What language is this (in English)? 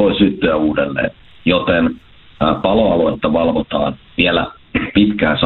Finnish